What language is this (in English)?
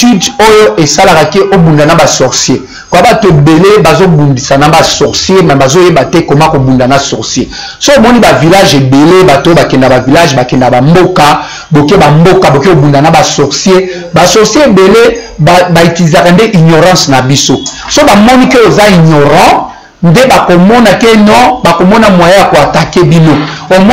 Lingala